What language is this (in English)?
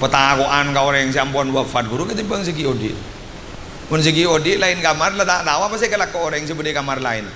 Madurese